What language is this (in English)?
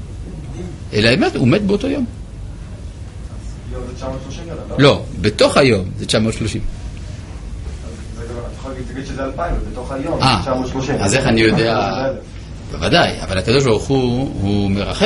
Hebrew